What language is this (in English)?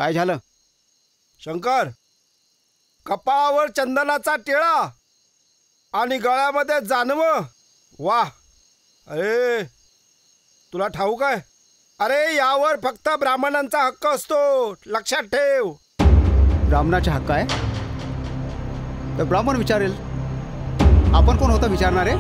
Marathi